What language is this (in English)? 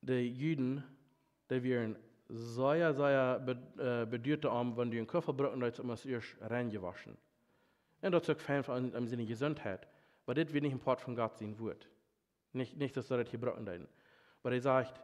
Plautdietsch